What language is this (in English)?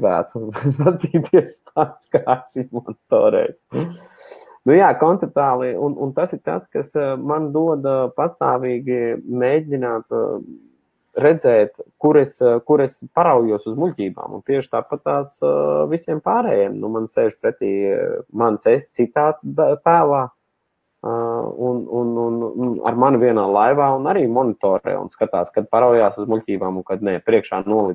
Latvian